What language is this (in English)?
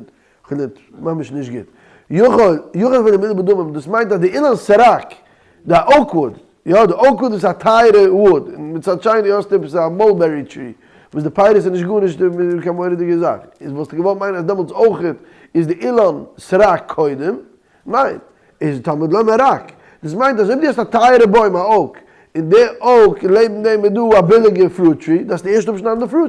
Yiddish